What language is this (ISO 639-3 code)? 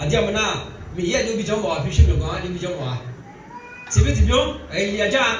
ahk